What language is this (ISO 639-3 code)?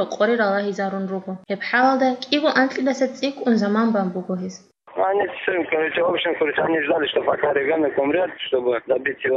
ava